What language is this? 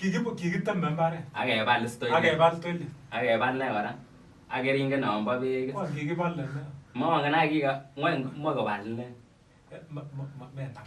Kalenjin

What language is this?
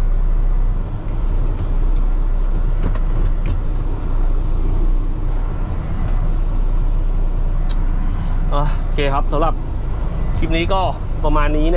Thai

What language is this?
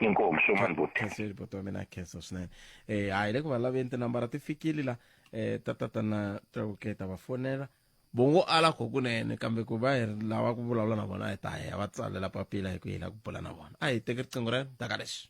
Tsonga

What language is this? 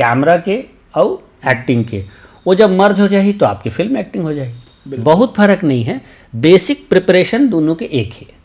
Chhattisgarhi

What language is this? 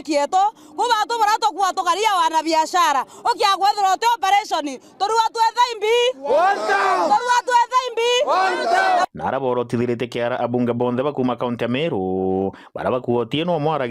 Meru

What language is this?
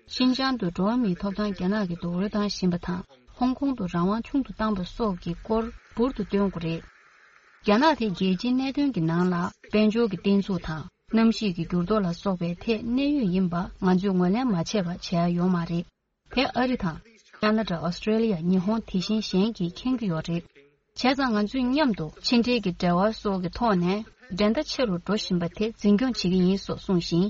Tibetan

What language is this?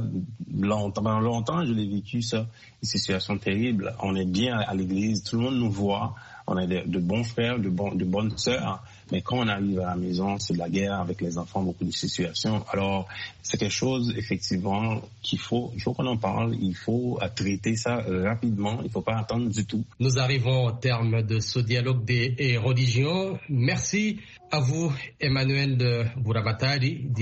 French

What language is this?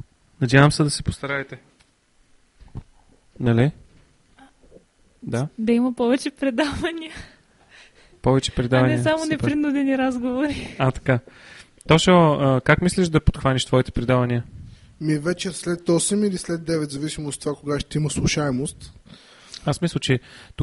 Bulgarian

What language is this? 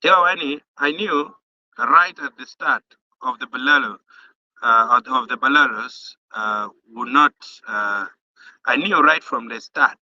Acoli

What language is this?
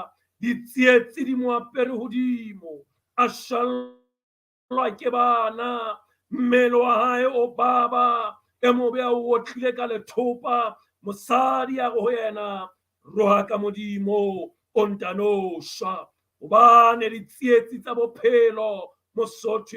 Southern Sotho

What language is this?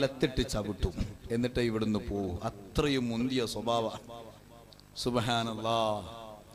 Malayalam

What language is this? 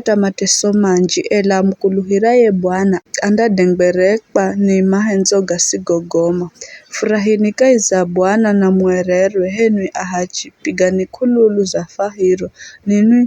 Giryama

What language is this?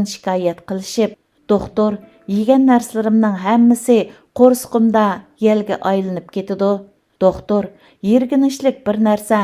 Uyghur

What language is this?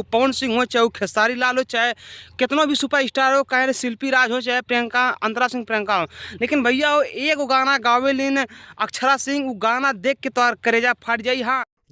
Bhojpuri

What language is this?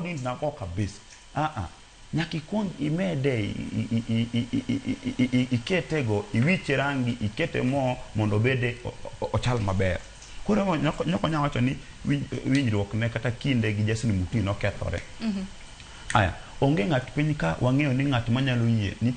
Luo (Kenya and Tanzania)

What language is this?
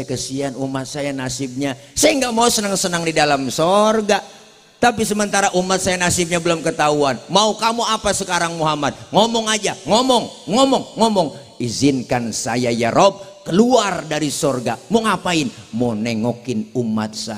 Betawi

